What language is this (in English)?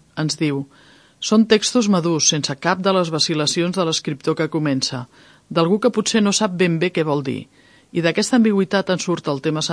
Catalan